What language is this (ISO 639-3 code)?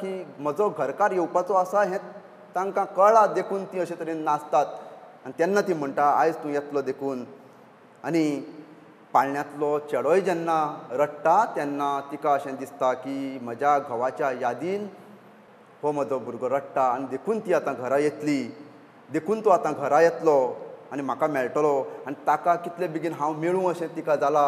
kok